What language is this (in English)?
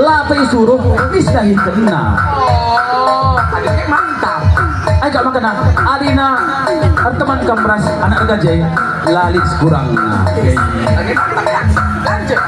Batak Karo